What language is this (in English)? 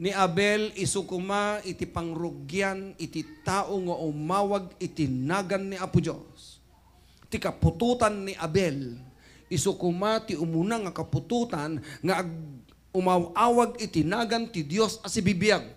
Iloko